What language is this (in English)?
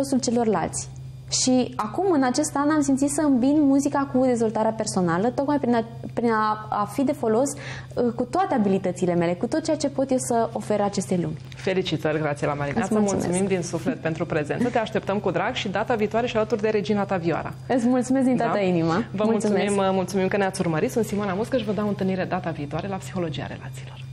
Romanian